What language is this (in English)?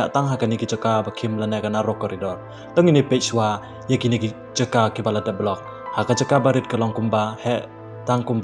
Khasi